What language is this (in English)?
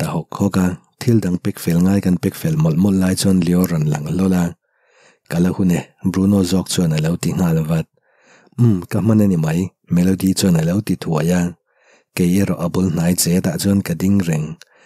Mizo